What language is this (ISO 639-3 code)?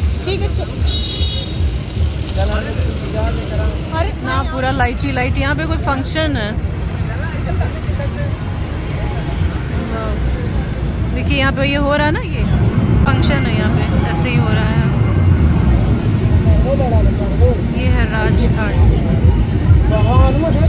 hin